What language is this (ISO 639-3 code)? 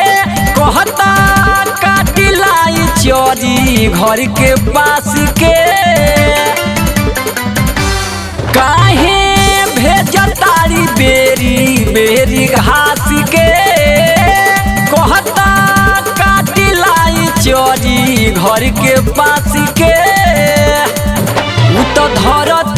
bho